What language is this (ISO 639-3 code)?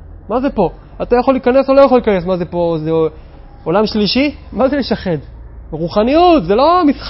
heb